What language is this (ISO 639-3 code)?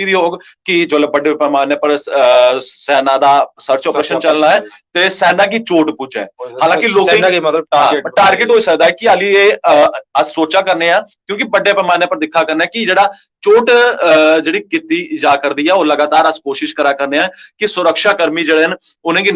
doi